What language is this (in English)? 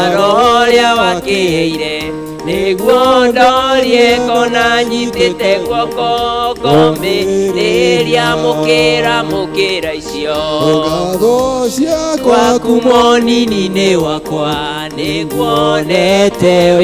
Kikuyu